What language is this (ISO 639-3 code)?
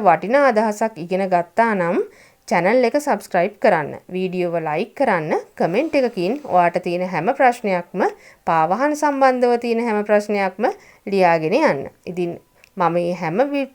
sin